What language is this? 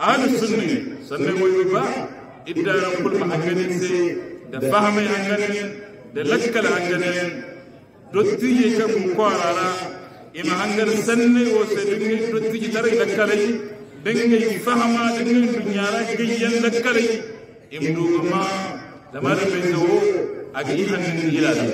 Hausa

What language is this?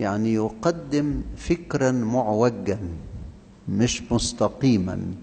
Egyptian Arabic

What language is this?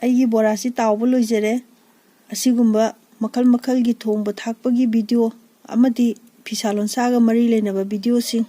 Manipuri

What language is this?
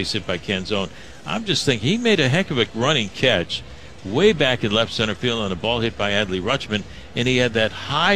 English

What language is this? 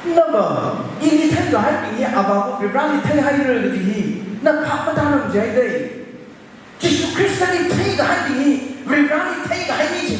Tangkhul Naga (India)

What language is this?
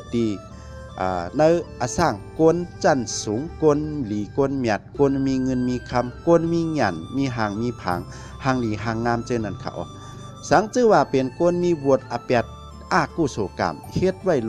Shan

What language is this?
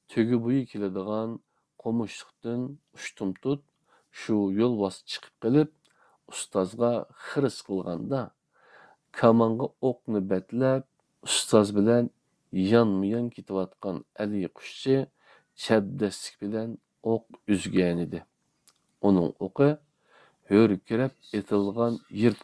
Uyghur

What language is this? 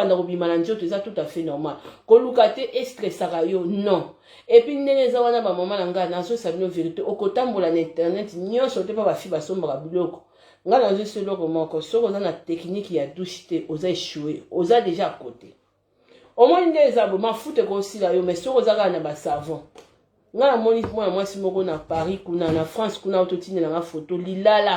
Lingala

